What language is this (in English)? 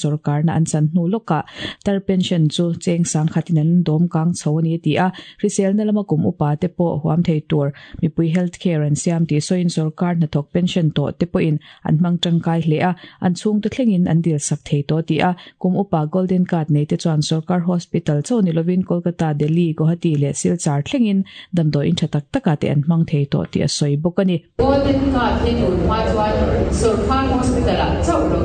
Mizo